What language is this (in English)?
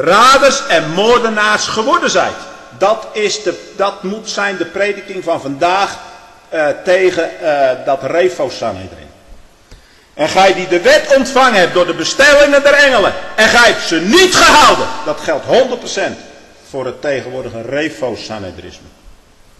Dutch